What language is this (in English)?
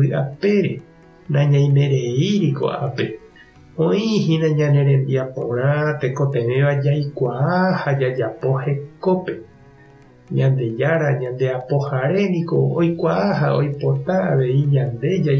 Guarani